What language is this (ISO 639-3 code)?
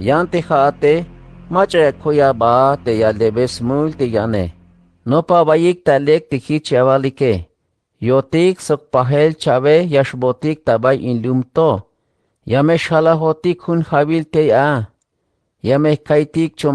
tzh